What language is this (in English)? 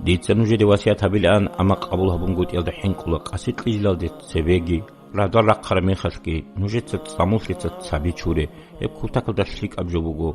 Avaric